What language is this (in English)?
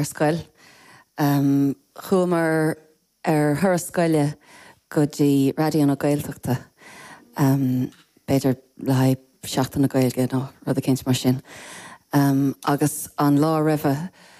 Irish